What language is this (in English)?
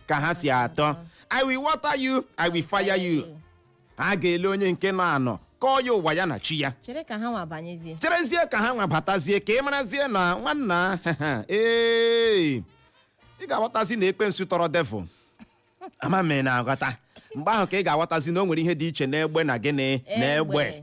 Igbo